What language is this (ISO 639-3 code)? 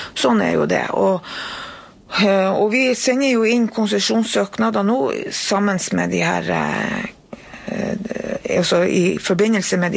nor